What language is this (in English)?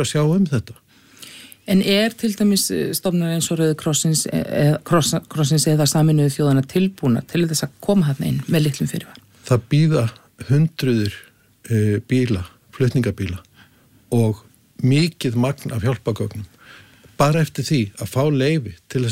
Icelandic